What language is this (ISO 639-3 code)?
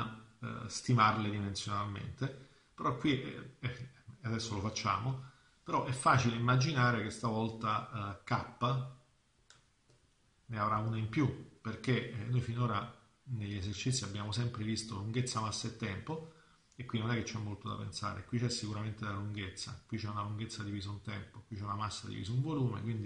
ita